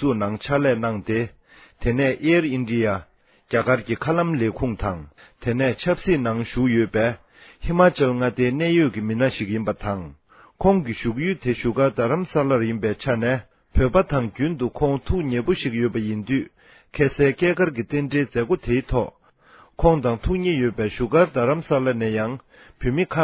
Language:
Tibetan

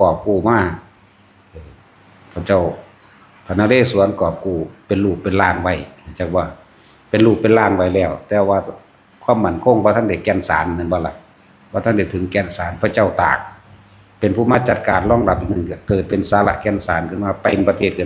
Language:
Lao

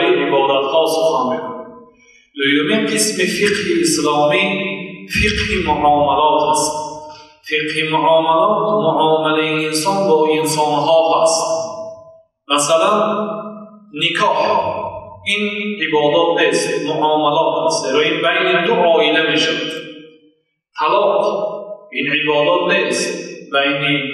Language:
Persian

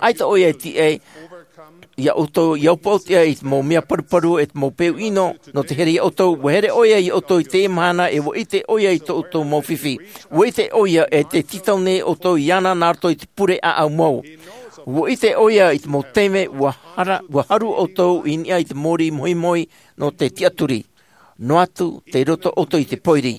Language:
Tahitian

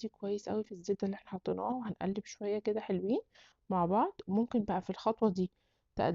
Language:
Egyptian Arabic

